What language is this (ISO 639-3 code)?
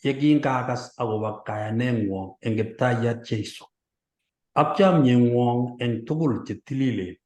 kln